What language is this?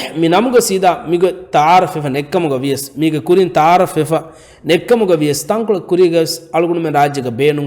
Divehi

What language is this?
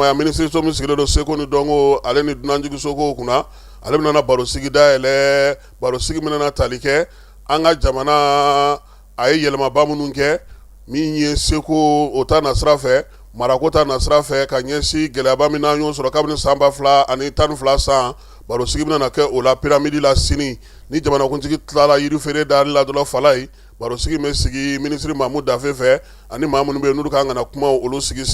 Bambara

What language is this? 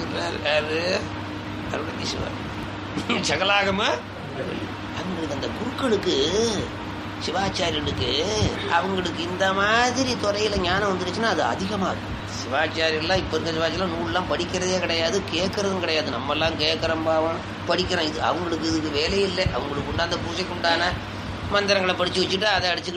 Tamil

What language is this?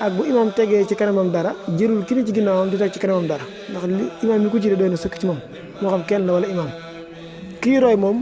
Wolof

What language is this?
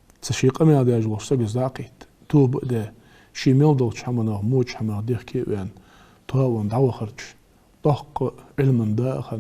Ingush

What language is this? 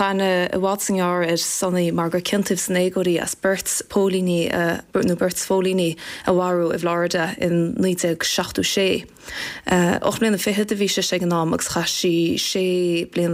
Irish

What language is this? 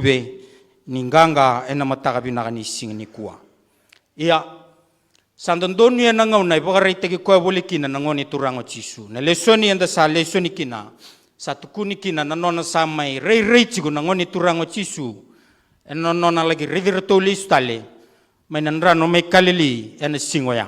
Fijian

